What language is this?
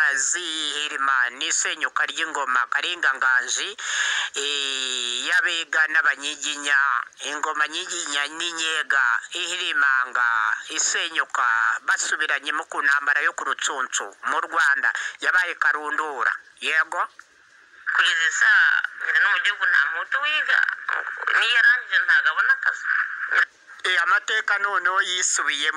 Kinyarwanda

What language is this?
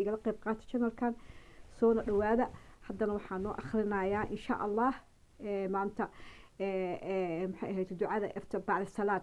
Somali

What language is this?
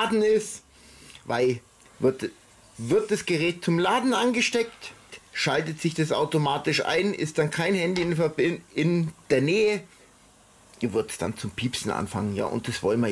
German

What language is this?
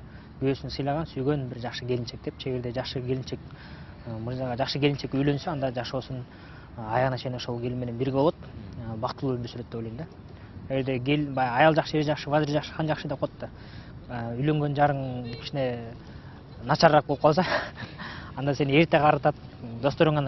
Kyrgyz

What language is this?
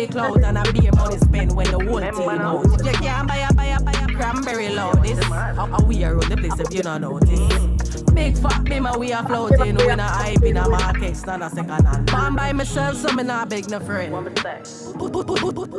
Jamaican Creole English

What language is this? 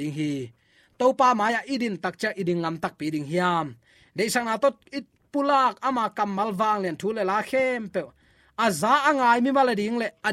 Tedim Chin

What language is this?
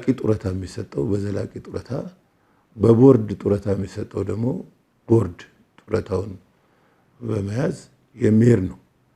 Amharic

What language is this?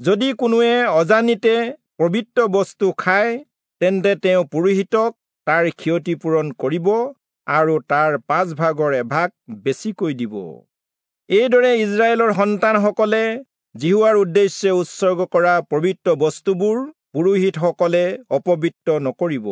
Assamese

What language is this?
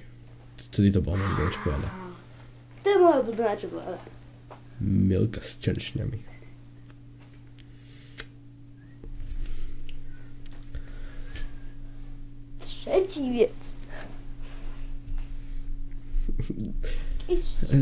Slovak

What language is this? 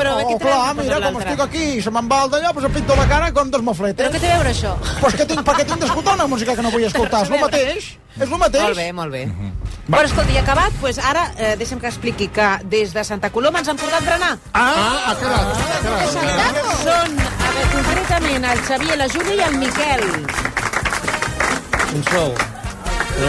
Catalan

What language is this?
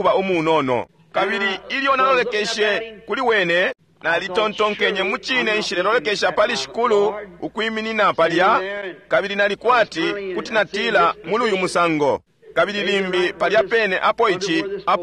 Bemba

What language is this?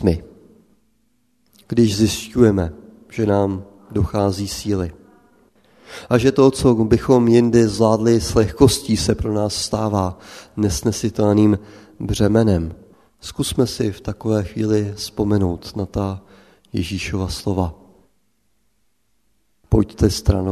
Czech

